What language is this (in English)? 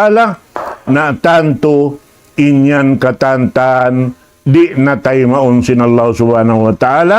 Tausug